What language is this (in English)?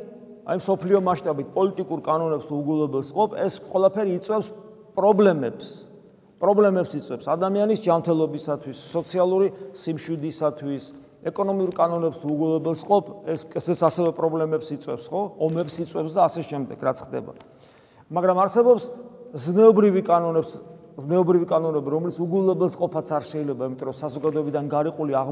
Georgian